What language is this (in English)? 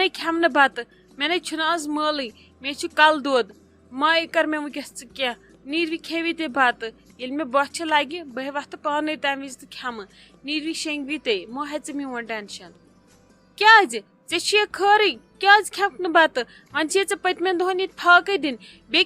Kashmiri